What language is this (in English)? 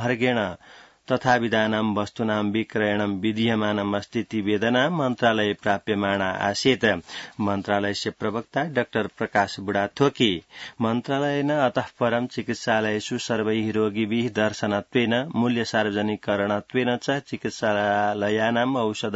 Sanskrit